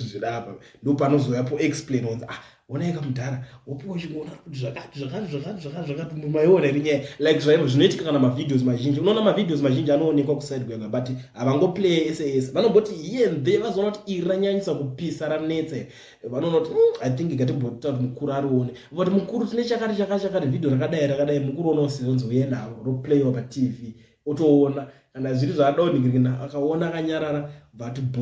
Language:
Shona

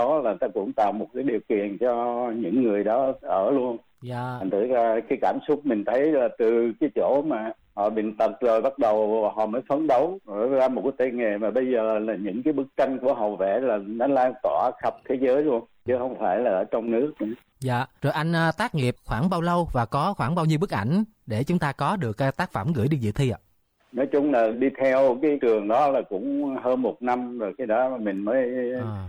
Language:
Vietnamese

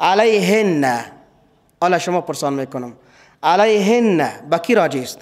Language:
Persian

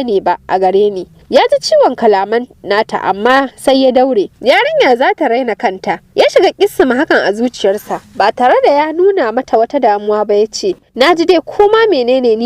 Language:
Hausa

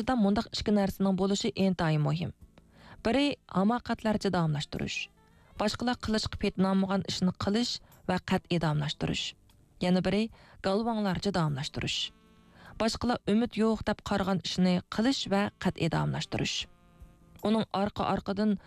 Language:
Uyghur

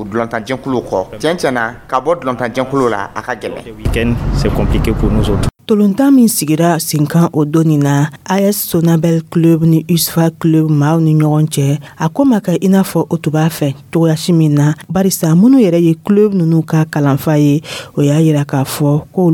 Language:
Dyula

